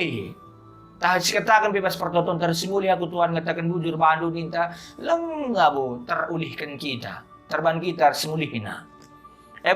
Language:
Batak Karo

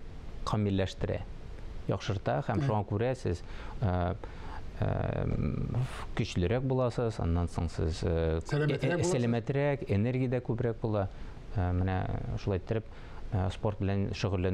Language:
Tatar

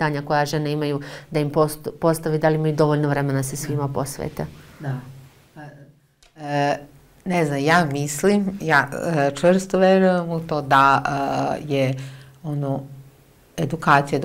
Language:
Serbian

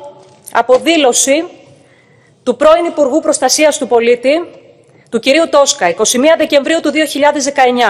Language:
Greek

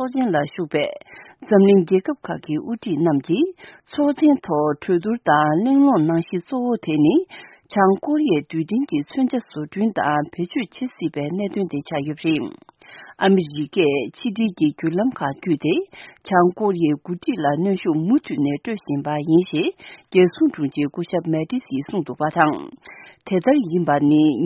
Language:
Tibetan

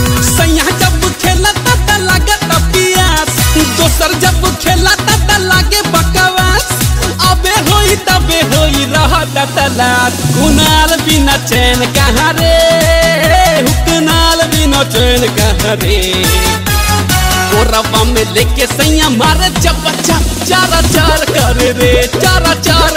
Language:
Bhojpuri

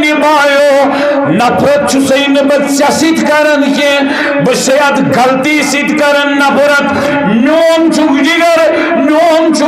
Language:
Kashmiri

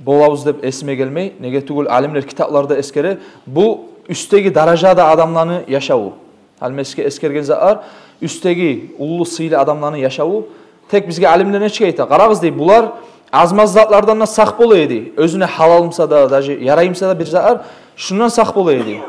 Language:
Kumyk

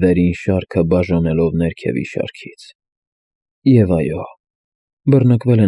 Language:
Armenian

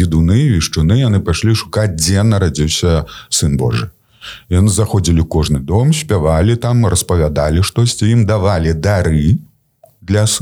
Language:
Belarusian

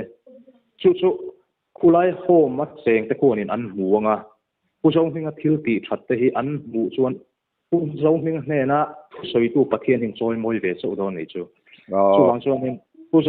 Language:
Mizo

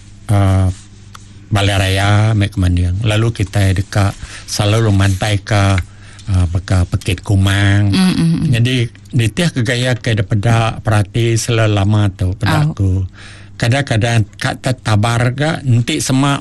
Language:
Iban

